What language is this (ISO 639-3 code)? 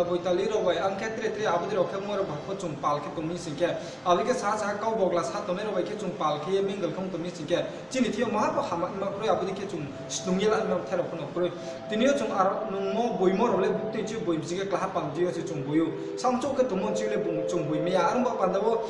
ria